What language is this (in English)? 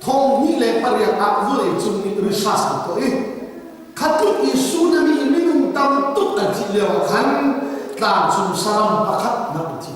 Hakha Chin